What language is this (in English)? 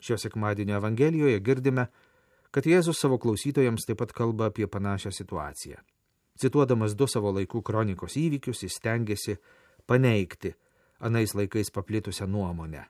Lithuanian